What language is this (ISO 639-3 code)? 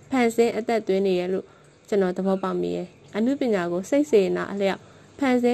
mya